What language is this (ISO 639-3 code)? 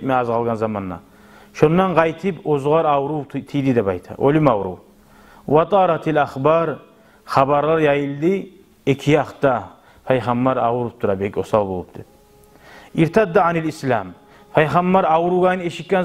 kum